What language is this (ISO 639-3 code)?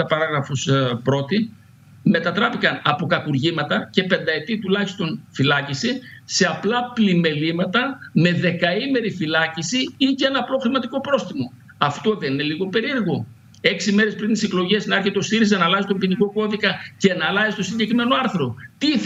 ell